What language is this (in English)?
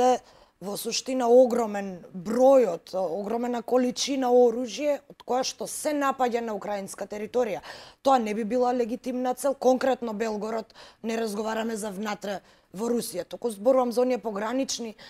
Macedonian